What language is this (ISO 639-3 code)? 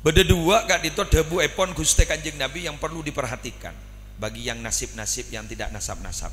mad